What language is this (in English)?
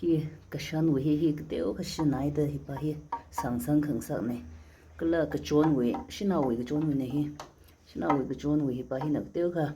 Tangkhul Naga (India)